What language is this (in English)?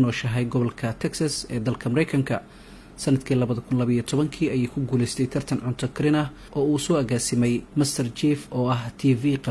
Somali